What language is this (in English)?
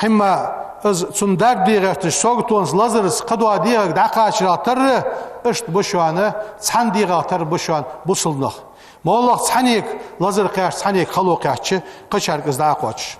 Ingush